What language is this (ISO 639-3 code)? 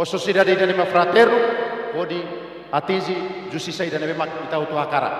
tet